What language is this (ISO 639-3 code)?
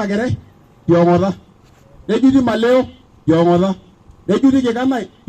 mas